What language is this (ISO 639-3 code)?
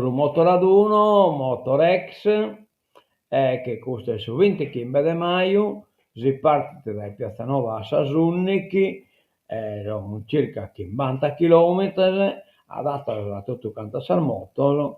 srd